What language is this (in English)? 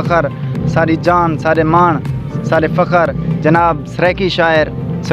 Saraiki